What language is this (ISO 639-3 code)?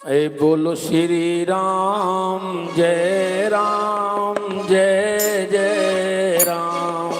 doi